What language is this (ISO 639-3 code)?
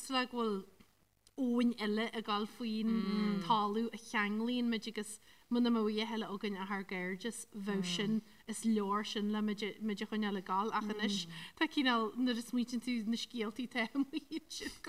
gle